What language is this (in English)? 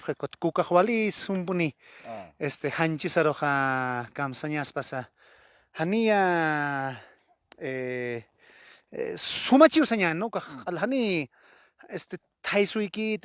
Aymara